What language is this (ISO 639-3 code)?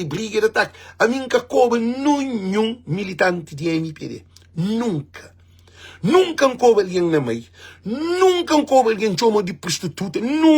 kea